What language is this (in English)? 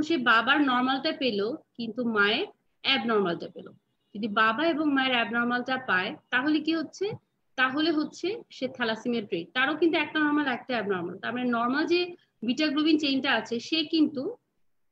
Bangla